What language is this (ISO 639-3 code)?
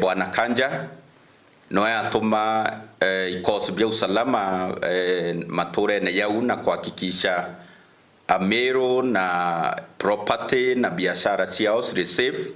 mer